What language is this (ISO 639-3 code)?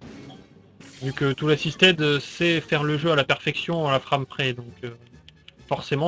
fra